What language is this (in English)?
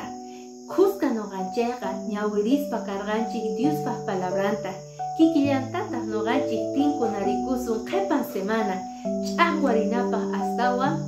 Quechua